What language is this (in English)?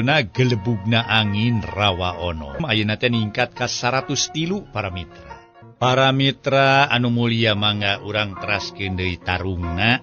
Sundanese